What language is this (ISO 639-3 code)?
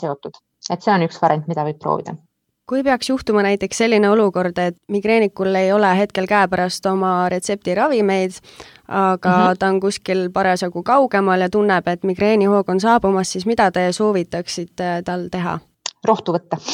est